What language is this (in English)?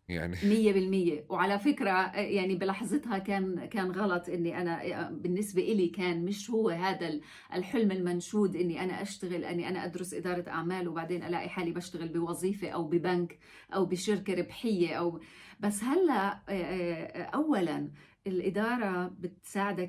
North Levantine Arabic